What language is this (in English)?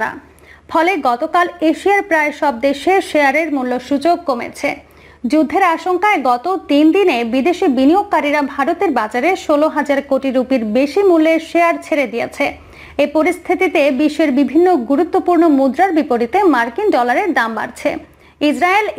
Bangla